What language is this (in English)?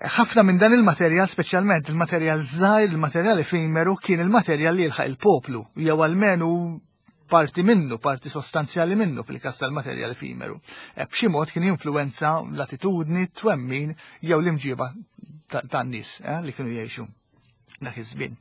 Maltese